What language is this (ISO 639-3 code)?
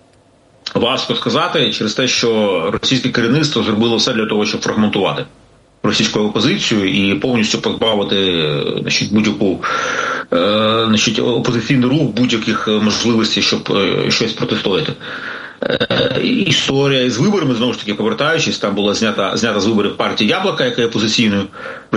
ukr